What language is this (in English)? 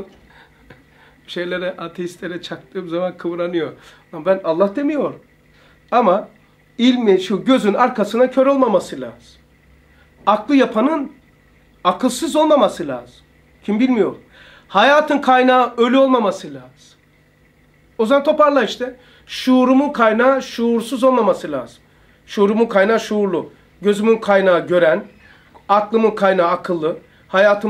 Turkish